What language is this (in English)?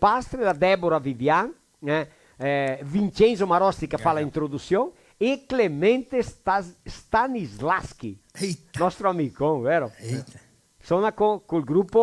Venetian